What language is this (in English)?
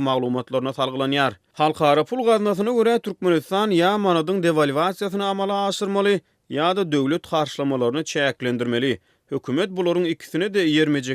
Turkmen